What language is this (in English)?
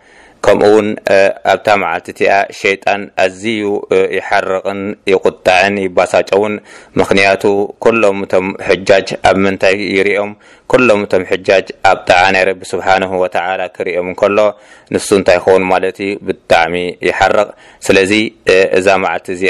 Tigrinya